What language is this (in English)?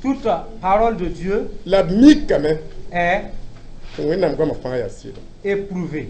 Mossi